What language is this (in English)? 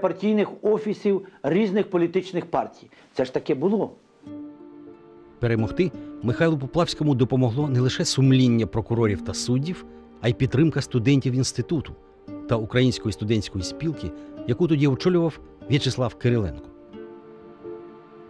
Ukrainian